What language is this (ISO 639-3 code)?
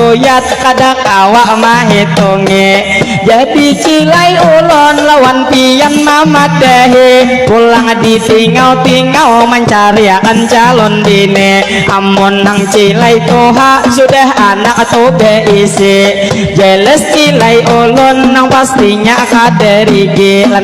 bjn